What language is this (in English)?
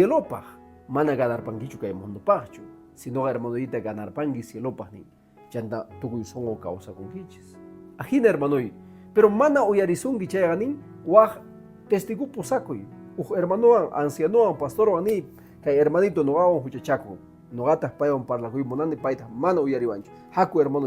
Quechua